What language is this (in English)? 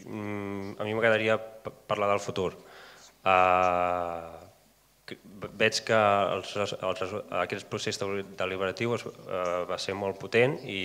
Catalan